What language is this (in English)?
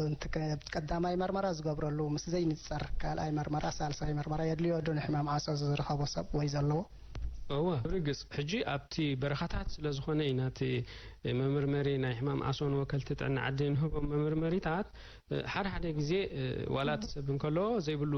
Tigrinya